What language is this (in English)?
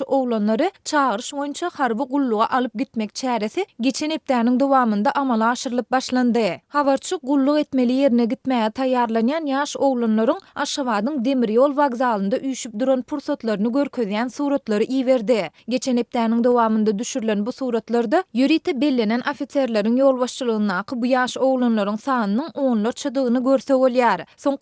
Turkmen